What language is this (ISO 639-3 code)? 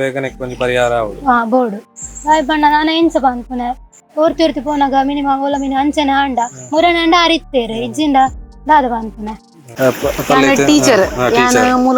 tcy